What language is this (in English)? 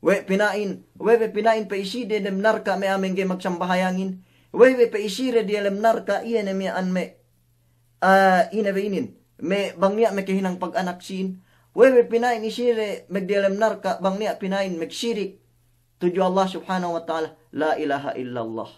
Yakan